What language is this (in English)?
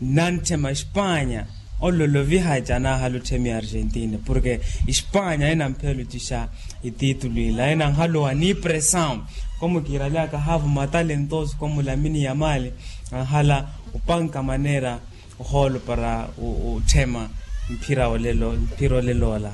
Makhuwa